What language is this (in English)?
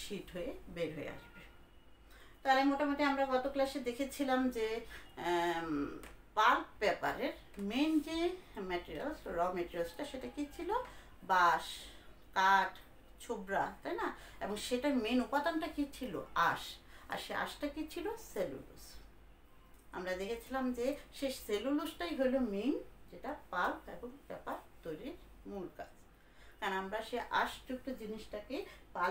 Bangla